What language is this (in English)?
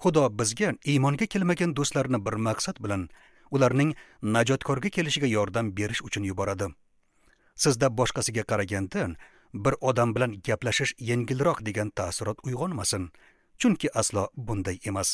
Uzbek